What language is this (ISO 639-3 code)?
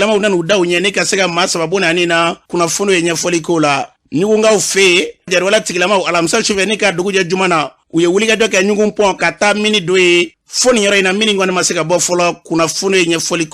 bam